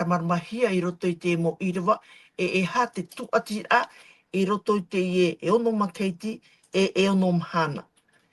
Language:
Tahitian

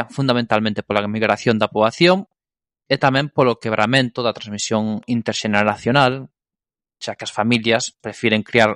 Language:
Galician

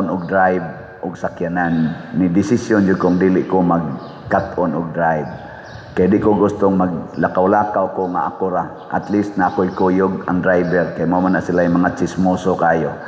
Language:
Cebuano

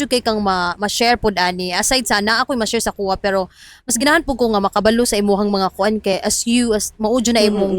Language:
Cebuano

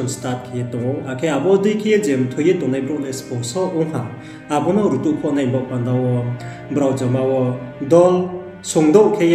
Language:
Riang (India)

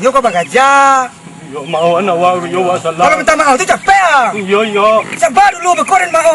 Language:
Minangkabau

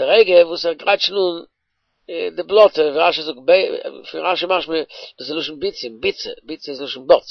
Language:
Yiddish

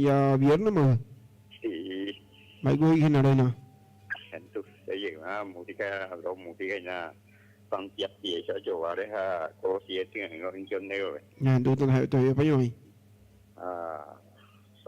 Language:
Guarani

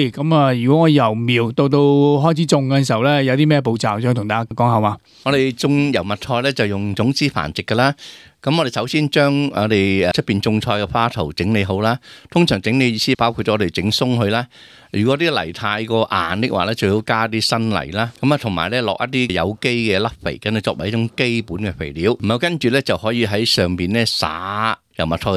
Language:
Cantonese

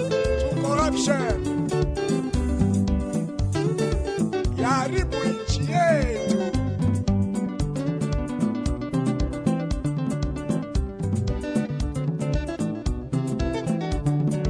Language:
Swahili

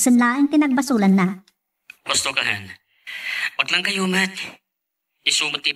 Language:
Iloko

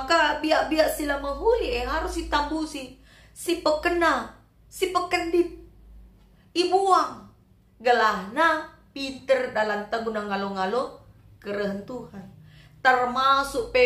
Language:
Batak Karo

